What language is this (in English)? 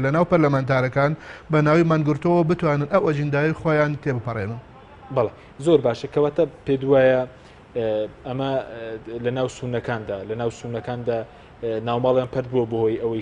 Central Kurdish